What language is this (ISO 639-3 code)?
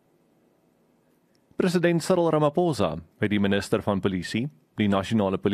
afr